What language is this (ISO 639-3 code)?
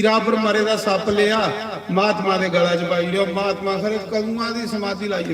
doi